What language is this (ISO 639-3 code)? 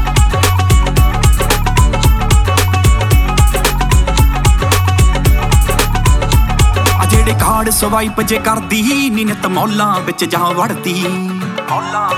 pan